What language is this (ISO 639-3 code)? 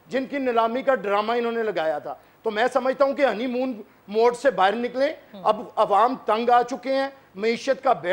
urd